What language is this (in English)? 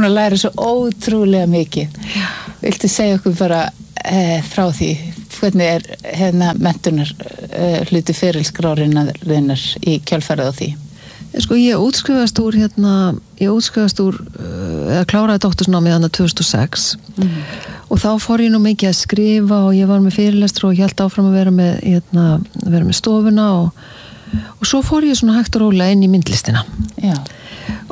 Icelandic